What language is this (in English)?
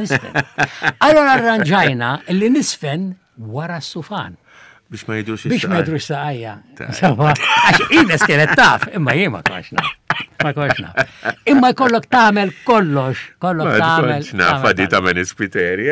Maltese